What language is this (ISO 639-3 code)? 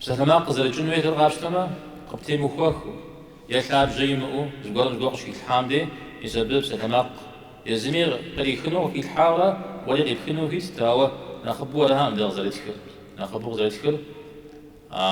kbd